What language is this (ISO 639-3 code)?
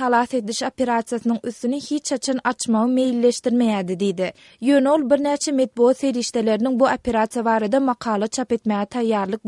tuk